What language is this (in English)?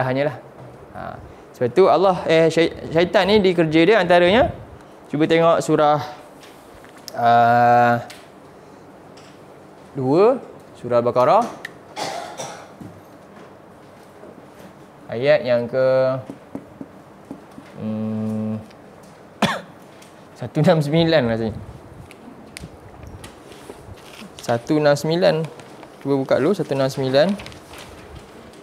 Malay